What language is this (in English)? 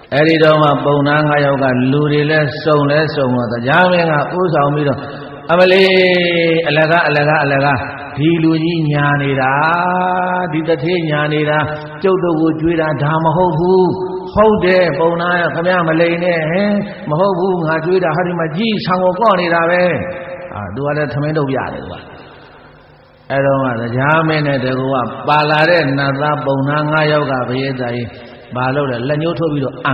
Burmese